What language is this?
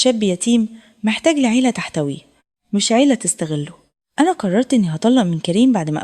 Egyptian Arabic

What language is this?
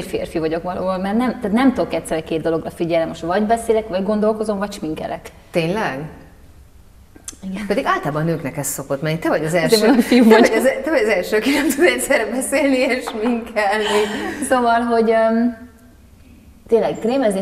Hungarian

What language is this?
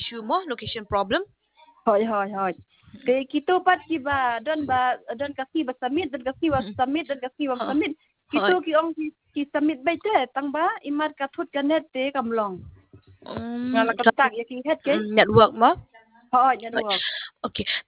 Khasi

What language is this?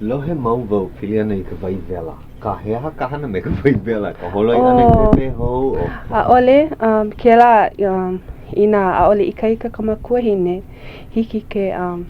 Hawaiian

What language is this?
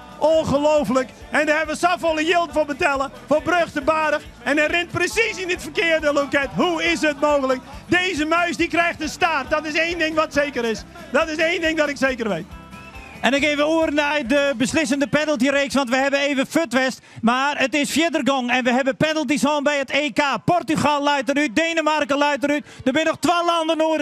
Western Frisian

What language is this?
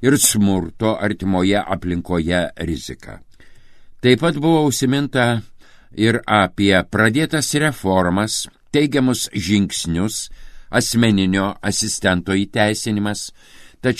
Lithuanian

